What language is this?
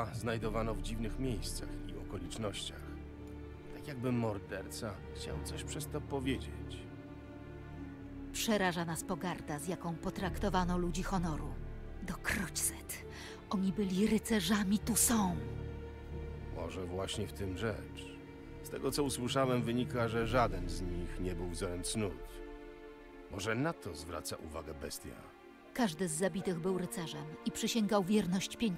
Polish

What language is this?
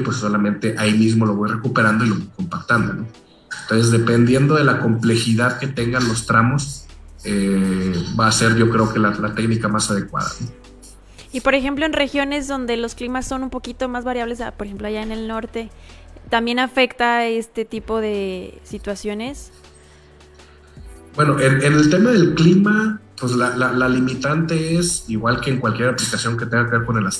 Spanish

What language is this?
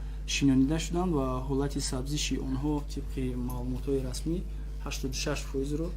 Tajik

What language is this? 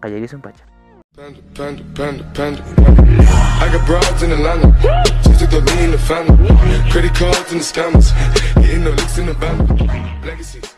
Quechua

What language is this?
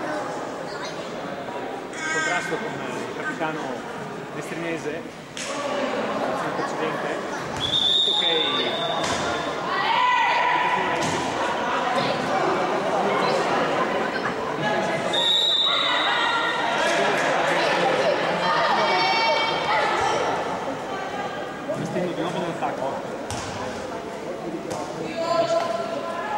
Italian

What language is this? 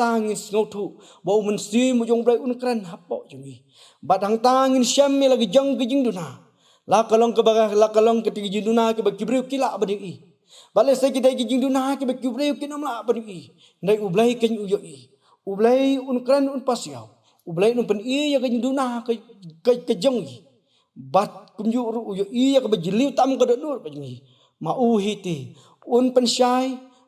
Khasi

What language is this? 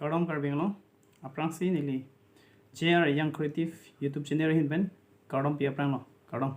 Karbi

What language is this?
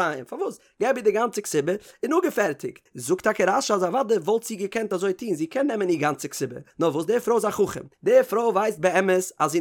Yiddish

